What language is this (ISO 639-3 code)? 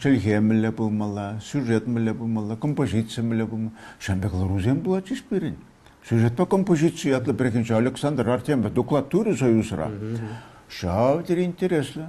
chv